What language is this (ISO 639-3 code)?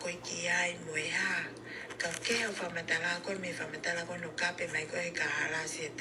ton